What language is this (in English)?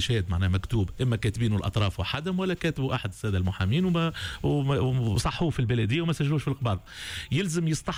Tunisian Arabic